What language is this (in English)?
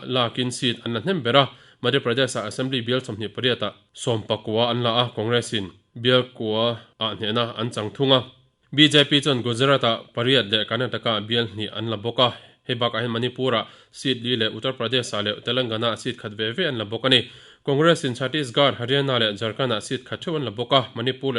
Mizo